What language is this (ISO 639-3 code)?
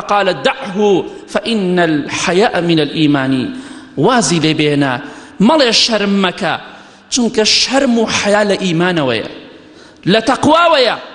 ckb